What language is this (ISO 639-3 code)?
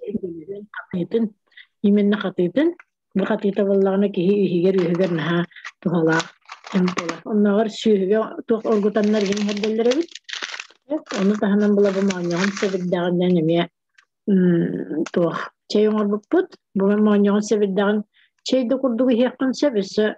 sah